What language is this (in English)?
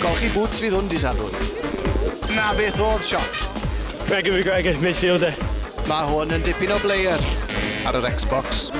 Welsh